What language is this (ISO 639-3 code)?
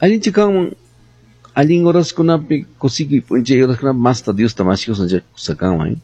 que